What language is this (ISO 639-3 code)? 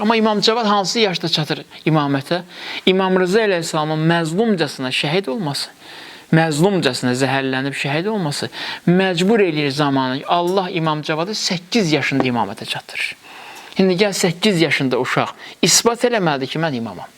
aze